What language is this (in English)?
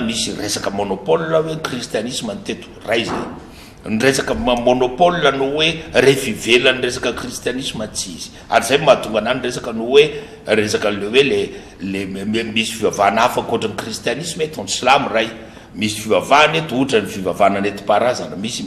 Malagasy